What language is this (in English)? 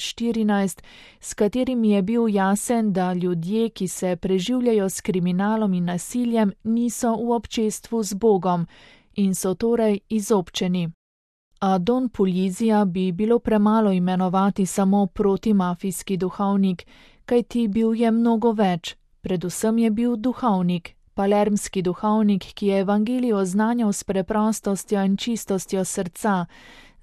Slovenian